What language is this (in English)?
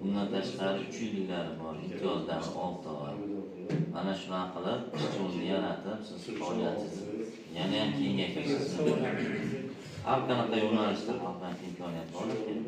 Uzbek